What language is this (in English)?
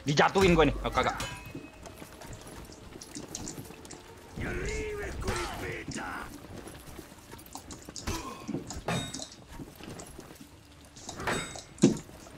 Indonesian